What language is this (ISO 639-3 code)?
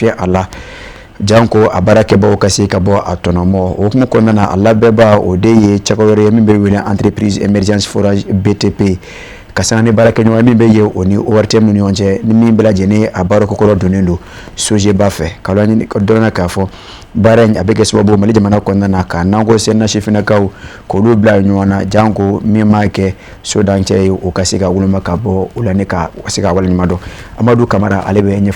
bam